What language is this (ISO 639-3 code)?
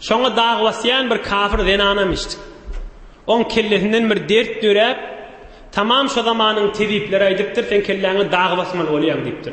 tuk